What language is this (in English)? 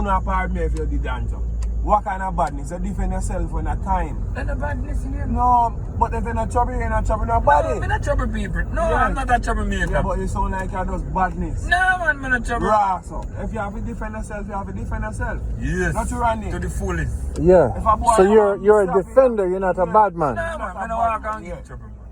Jamaican Creole English